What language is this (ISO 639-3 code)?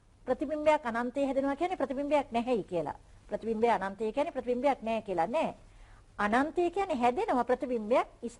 sin